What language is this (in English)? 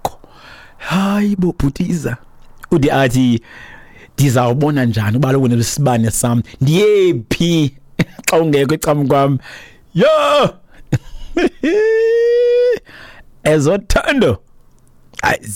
Xhosa